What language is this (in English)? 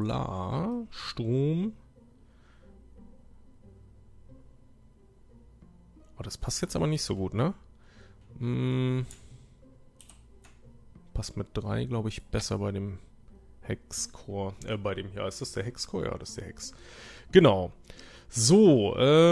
German